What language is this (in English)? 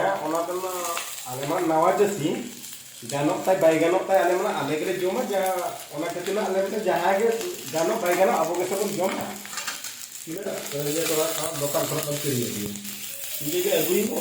Santali